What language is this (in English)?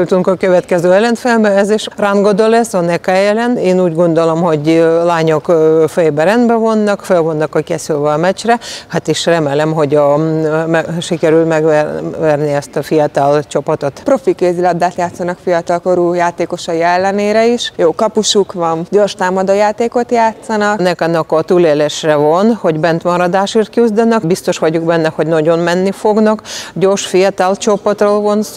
Hungarian